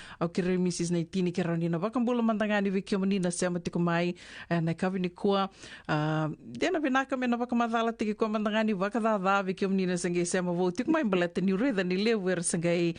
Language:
Fijian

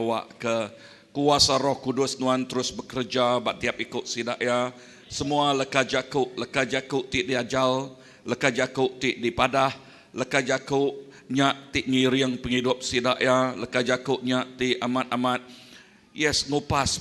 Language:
Iban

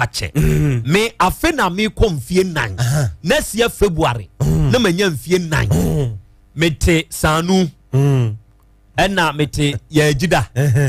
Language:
Akan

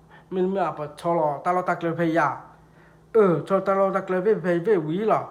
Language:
S'gaw Karen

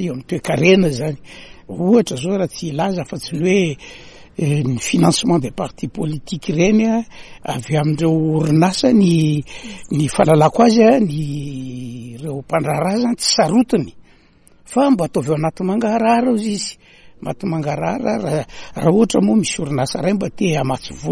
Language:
Malagasy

